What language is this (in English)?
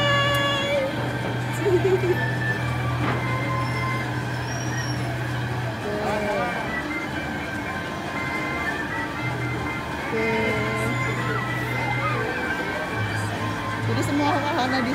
Indonesian